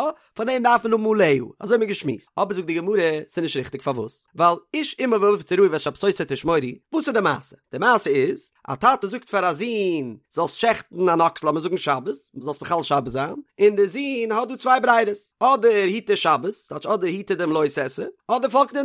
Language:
Yiddish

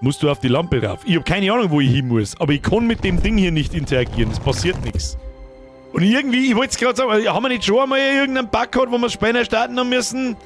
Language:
Bavarian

